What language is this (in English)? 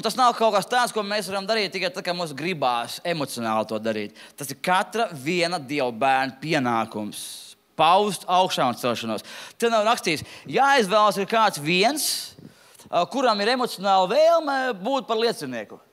Latvian